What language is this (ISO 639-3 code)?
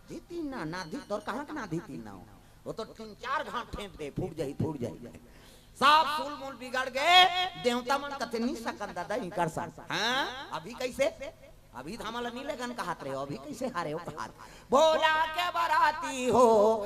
hne